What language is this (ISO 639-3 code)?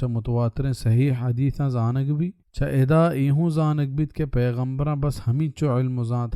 bal